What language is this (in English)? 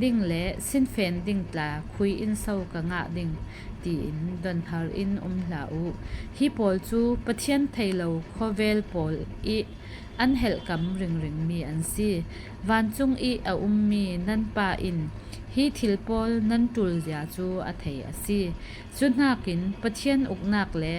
Falam Chin